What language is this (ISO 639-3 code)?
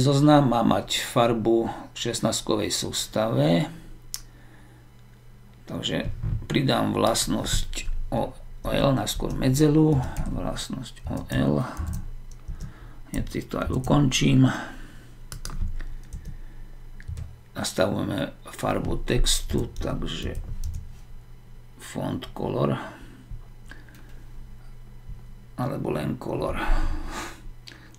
slk